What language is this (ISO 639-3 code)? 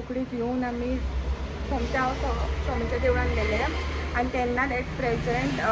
kok